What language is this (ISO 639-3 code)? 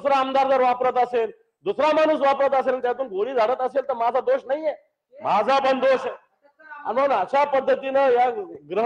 mar